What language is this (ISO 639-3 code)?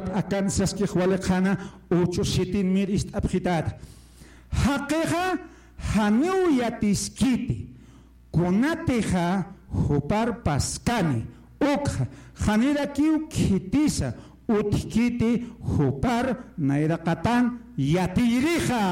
aym